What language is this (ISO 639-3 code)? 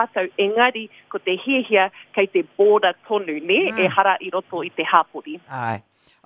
mri